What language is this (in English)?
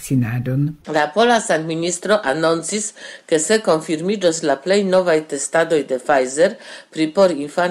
Esperanto